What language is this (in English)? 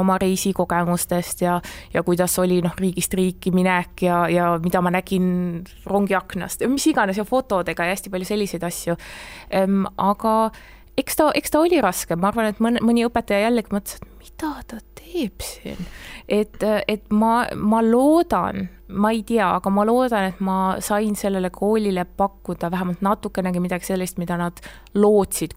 Estonian